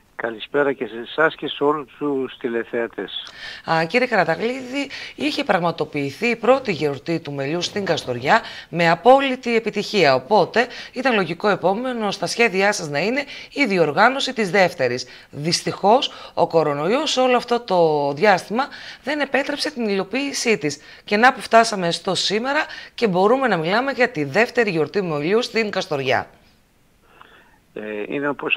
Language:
Greek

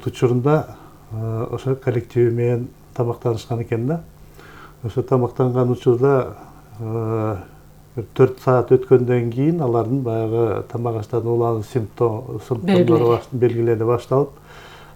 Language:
Kyrgyz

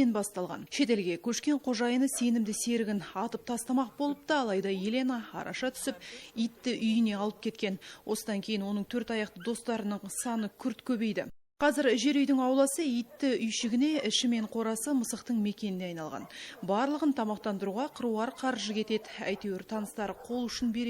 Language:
Kazakh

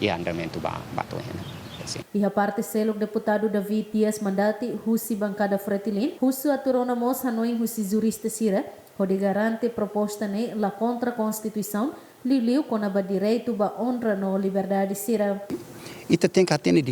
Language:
Tetum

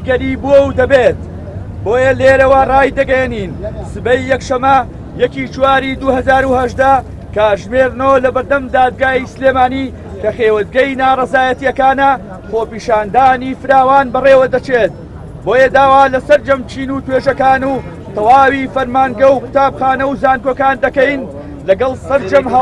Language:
Central Kurdish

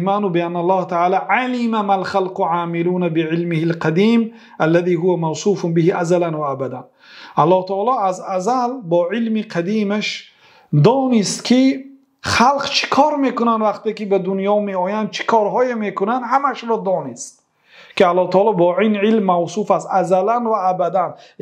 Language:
Persian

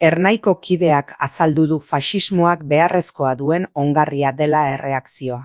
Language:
Basque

